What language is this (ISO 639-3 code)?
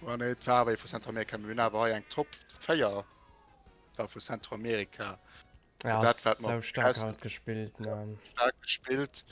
ltz